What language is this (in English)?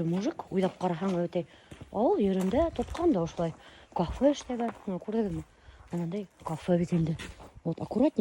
Bashkir